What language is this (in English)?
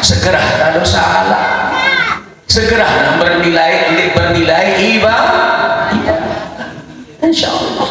Sasak